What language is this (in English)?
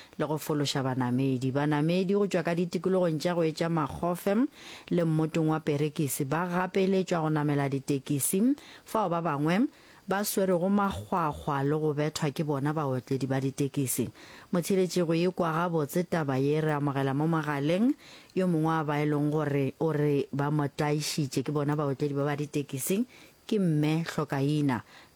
Northern Sotho